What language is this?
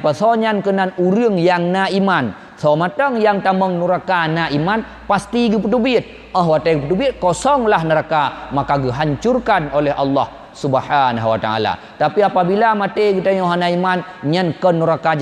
Achinese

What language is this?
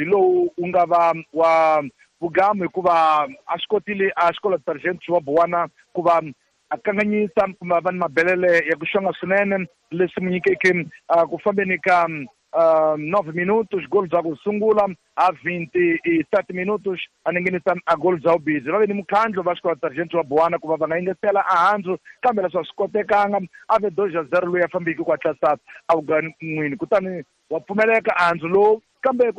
Tsonga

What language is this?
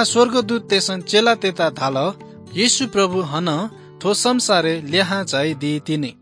Newari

